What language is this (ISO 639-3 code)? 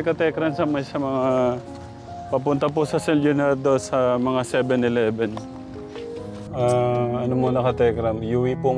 fil